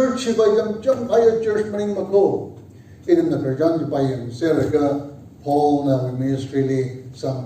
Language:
Tangkhul Naga (India)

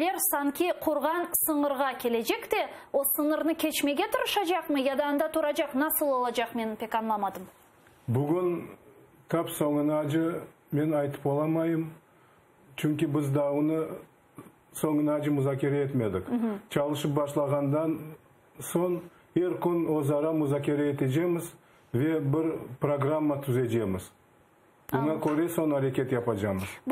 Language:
Crimean Tatar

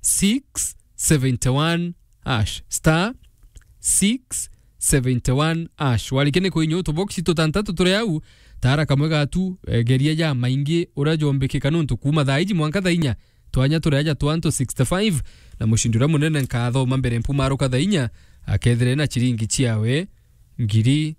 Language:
Meru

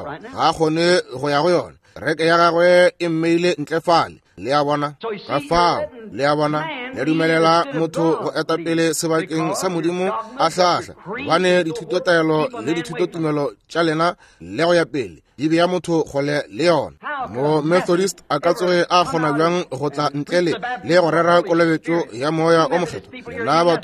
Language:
Northern Sotho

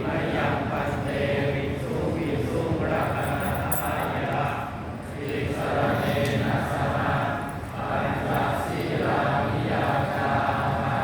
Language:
Pali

